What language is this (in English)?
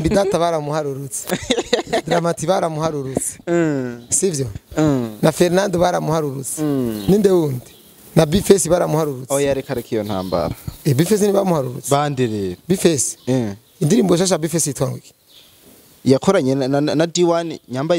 Rundi